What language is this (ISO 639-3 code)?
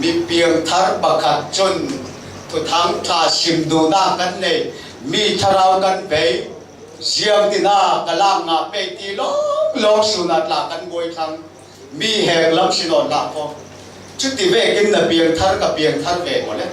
cfm